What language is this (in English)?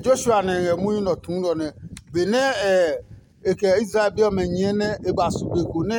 Adangme